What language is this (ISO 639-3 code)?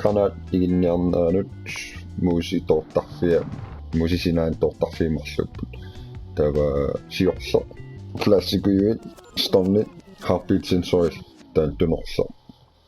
kal